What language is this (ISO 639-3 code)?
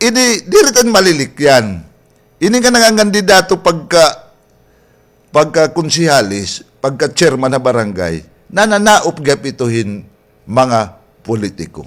war